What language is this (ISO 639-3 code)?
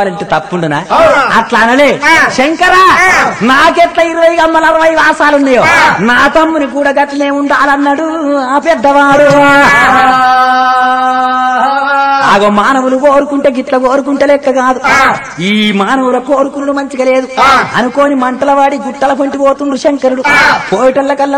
tel